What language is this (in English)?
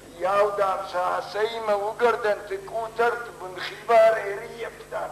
Ossetic